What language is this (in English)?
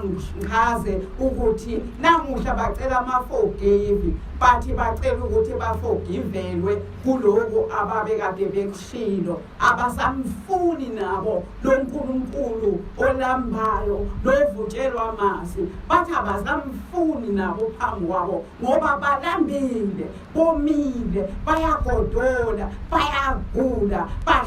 Zulu